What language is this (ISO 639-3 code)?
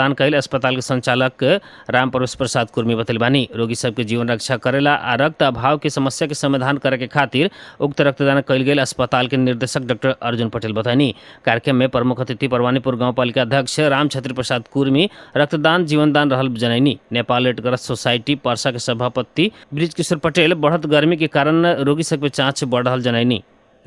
bho